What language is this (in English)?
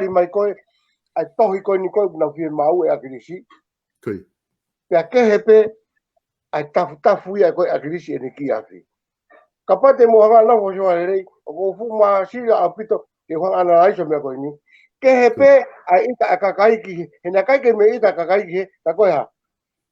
Tongan